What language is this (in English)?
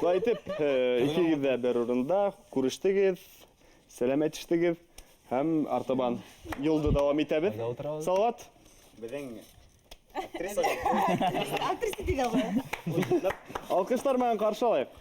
Bashkir